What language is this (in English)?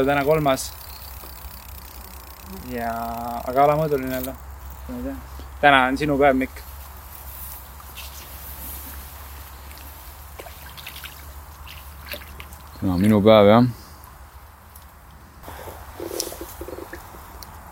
Estonian